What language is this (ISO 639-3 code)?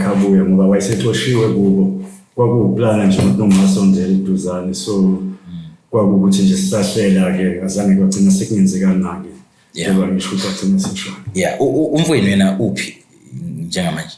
zul